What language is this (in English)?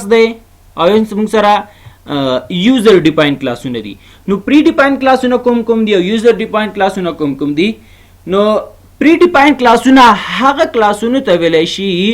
Pashto